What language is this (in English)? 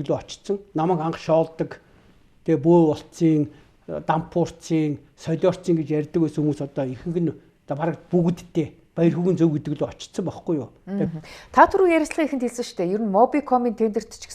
Mongolian